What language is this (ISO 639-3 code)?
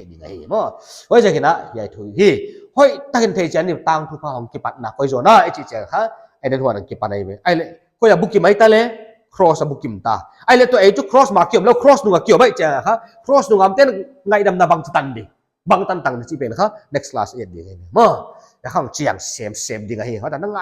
pck